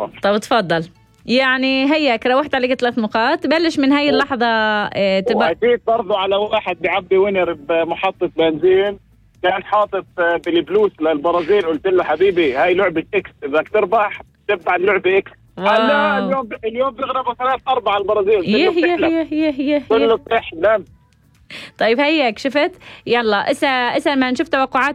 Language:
North Levantine Arabic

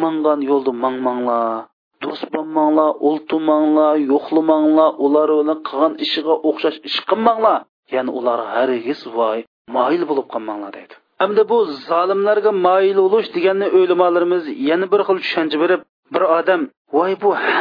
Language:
Uyghur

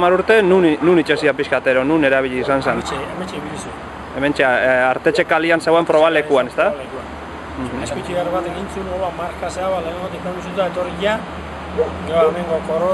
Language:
Basque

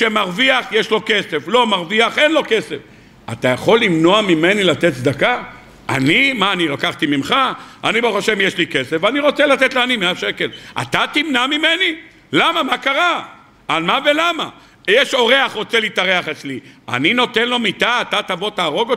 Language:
Hebrew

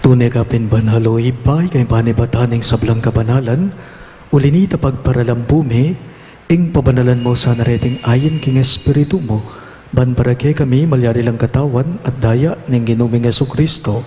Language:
Pampanga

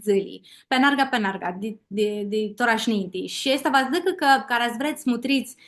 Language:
Aromanian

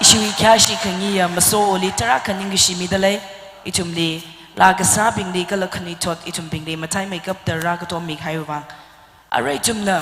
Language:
Tangkhul Naga (India)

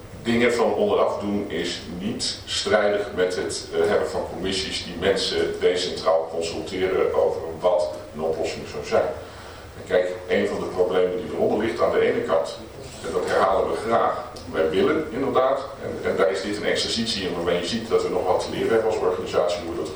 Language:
Dutch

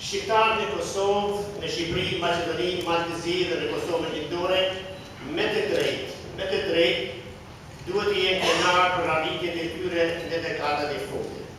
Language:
Albanian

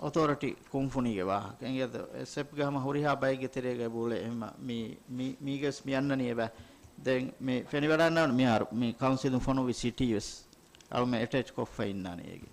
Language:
Divehi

